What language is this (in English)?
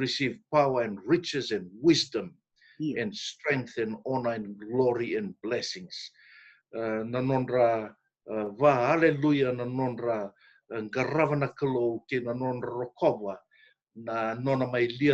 Fijian